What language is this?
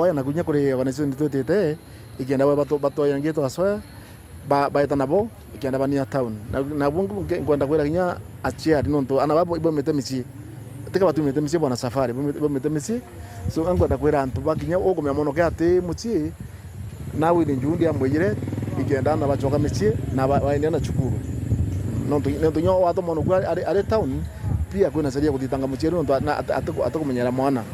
Meru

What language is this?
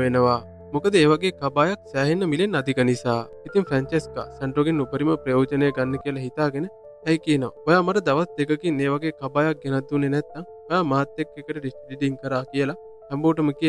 Sinhala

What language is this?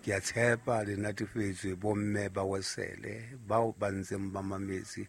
Southern Sotho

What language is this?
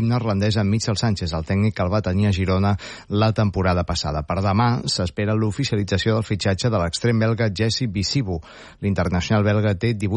Catalan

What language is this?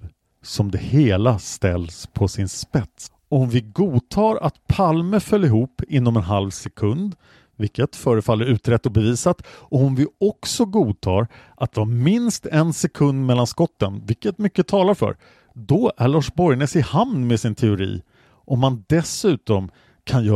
Swedish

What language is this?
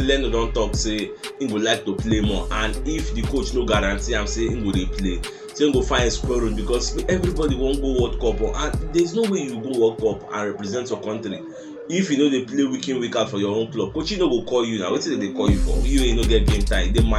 Nigerian Pidgin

